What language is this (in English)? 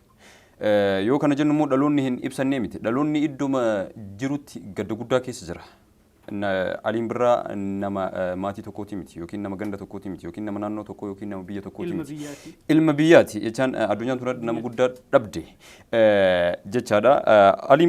Oromo